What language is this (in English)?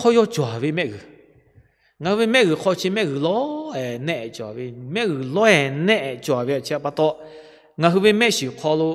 Lahu